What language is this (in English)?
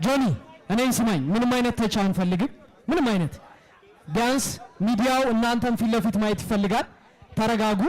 Amharic